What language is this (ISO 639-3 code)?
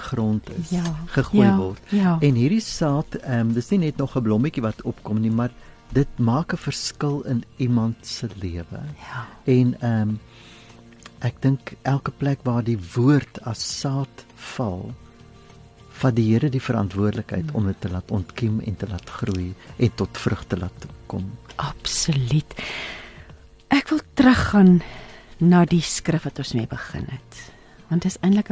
afr